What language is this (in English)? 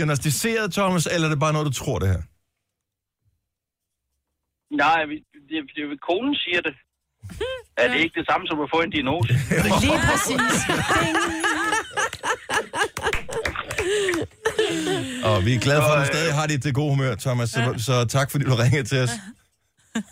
Danish